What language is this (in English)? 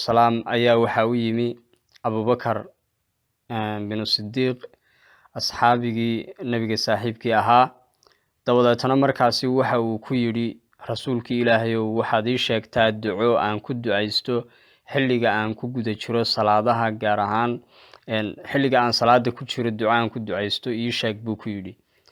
Somali